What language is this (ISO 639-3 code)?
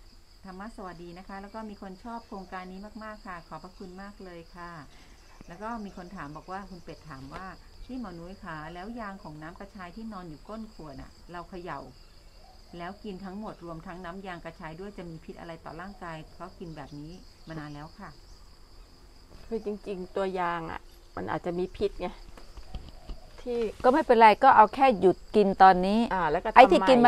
tha